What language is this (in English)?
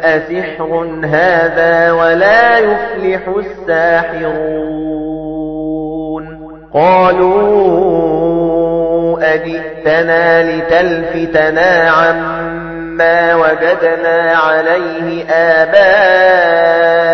Arabic